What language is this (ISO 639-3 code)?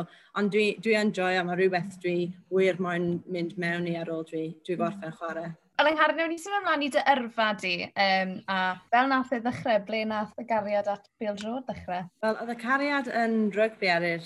cym